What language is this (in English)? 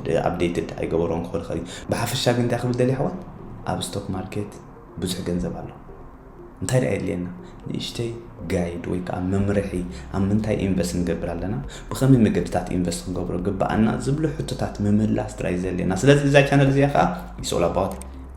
Tigrinya